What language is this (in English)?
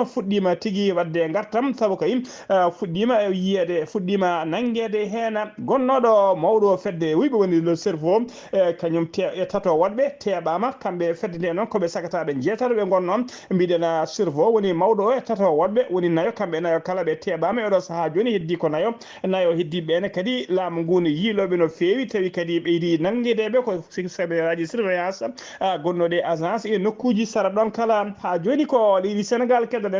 Fula